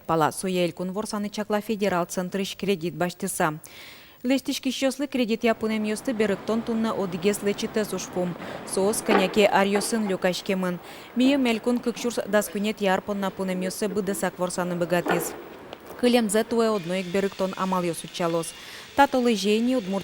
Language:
Udmurt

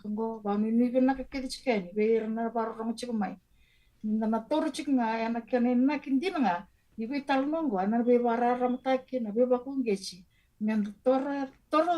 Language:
Fijian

